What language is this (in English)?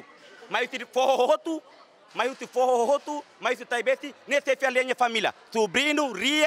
Tetum